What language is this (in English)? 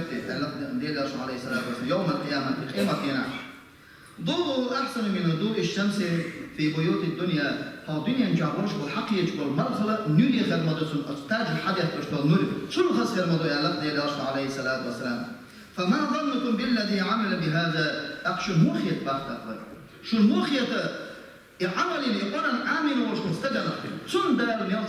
Chechen